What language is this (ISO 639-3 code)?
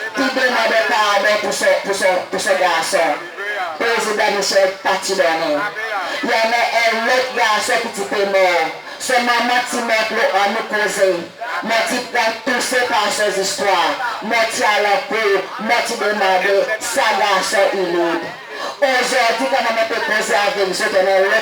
crs